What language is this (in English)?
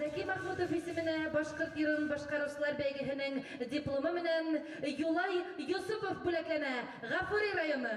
Bashkir